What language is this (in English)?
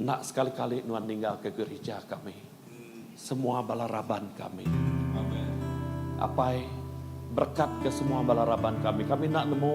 Iban